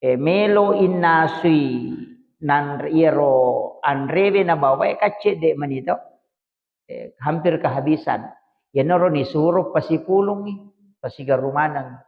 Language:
Buginese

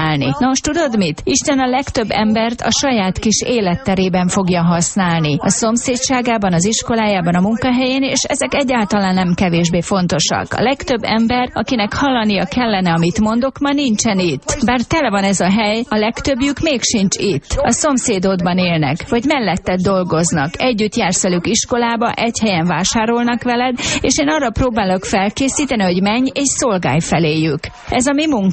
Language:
Hungarian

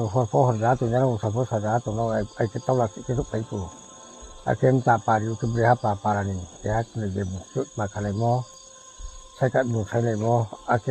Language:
Riang (India)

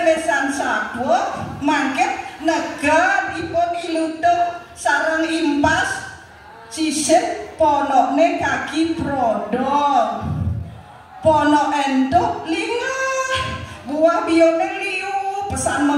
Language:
Balinese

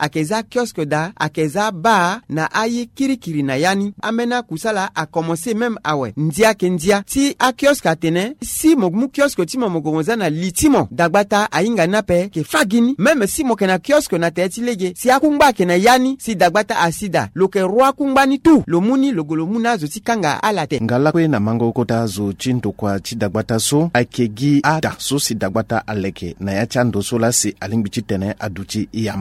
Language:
Sango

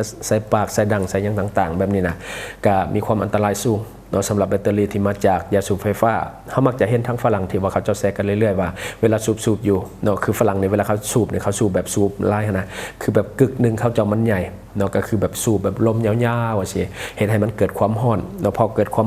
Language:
Lao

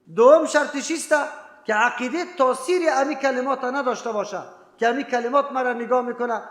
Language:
Persian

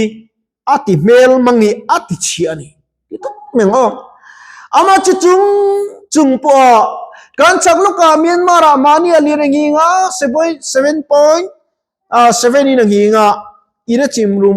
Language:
Mizo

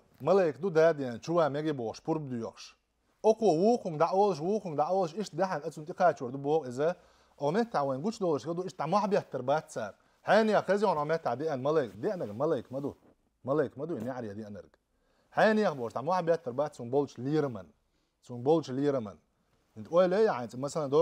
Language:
Chechen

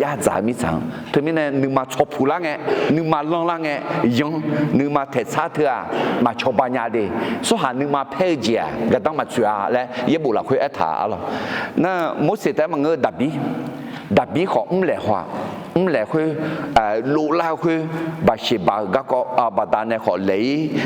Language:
Akha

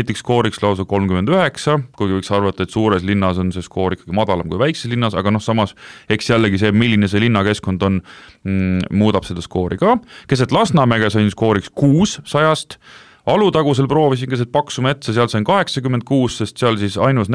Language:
Estonian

